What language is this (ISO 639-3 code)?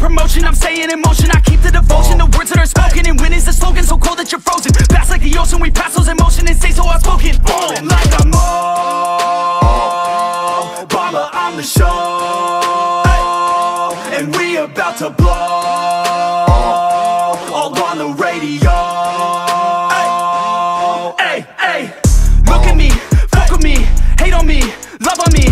eng